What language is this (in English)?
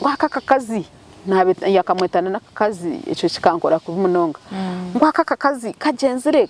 Nyankole